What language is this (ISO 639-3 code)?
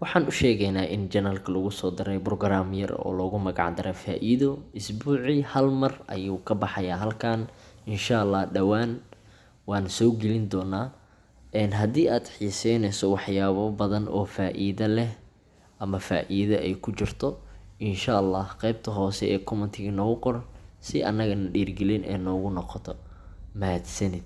som